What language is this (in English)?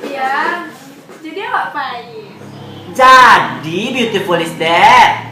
Minangkabau